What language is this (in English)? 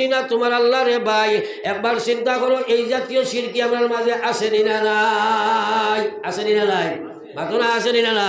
Sylheti